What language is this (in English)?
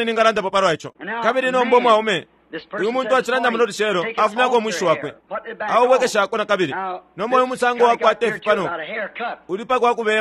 Bemba